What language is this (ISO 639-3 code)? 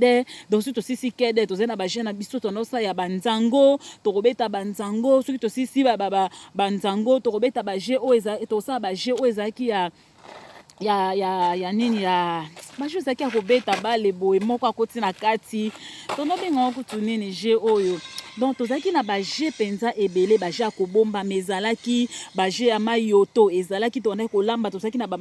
lin